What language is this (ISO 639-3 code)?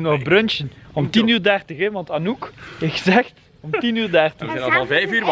nld